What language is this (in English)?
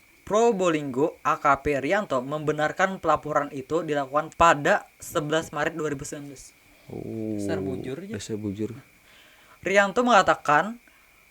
Banjar